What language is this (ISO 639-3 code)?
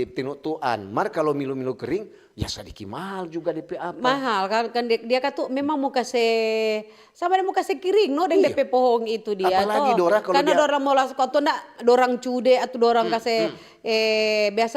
xmm